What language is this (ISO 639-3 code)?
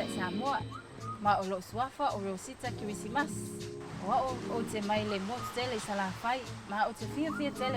smo